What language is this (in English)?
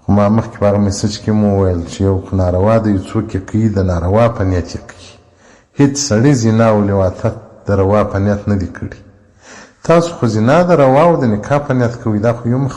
Pashto